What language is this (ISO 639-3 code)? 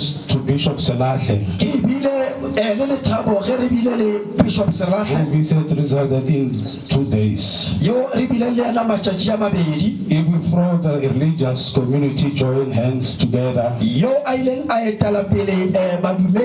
nso